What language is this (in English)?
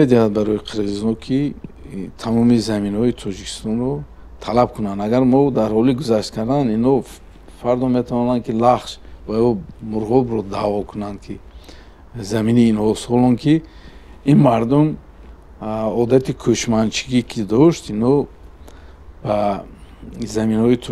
Tajik